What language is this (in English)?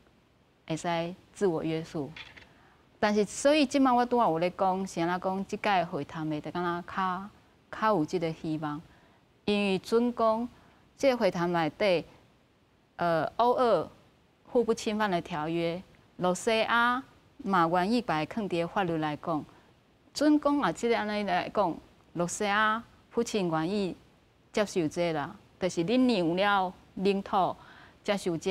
Min Nan Chinese